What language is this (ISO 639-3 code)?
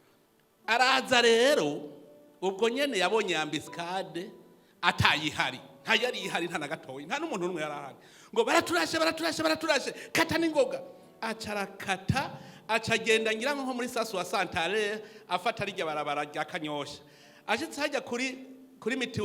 run